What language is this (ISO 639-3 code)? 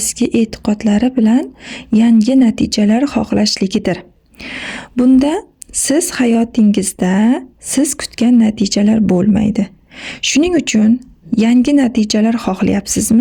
uzb